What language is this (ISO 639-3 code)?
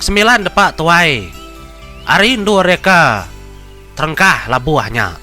iba